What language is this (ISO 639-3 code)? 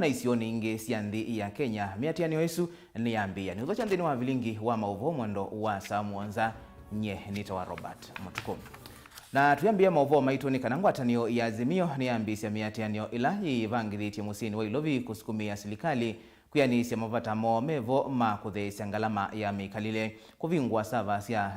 kam